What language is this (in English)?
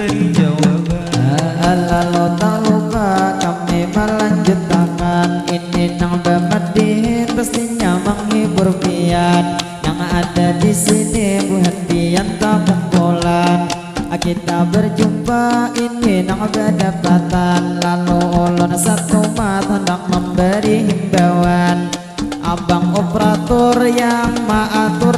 Banjar